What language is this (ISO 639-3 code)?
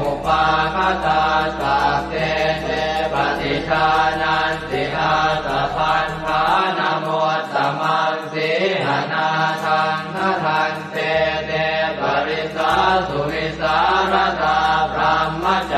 pli